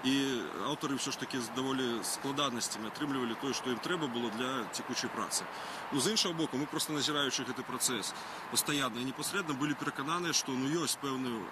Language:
Belarusian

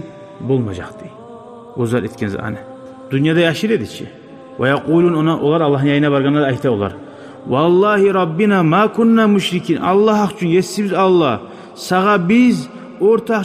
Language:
Kumyk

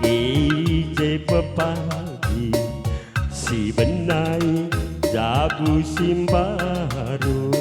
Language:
Batak Karo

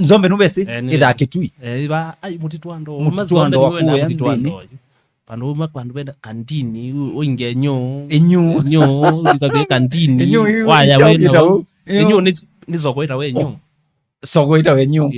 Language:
Kamba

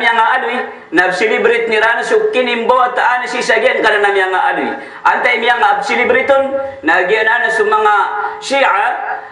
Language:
Maranao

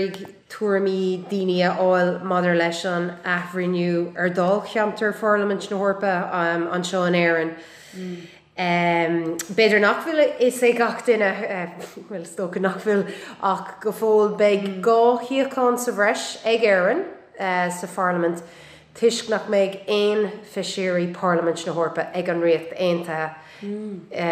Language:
Irish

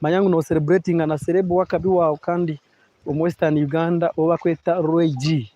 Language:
Nyankole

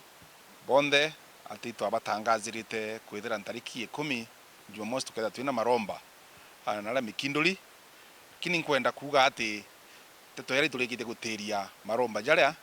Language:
Meru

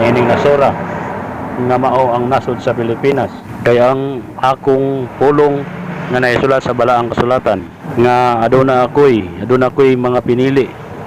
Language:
Cebuano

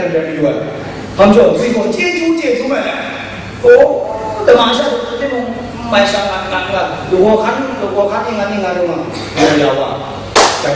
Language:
Kachin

